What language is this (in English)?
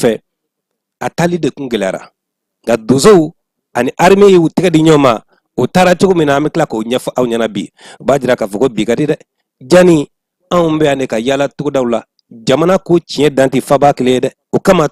Bambara